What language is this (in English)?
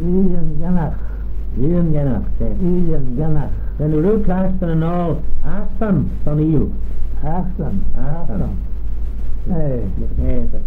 Manx